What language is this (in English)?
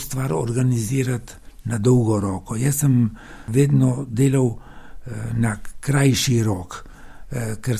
Slovenian